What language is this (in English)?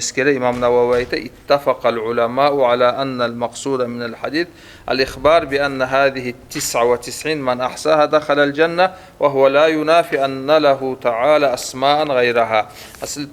Kumyk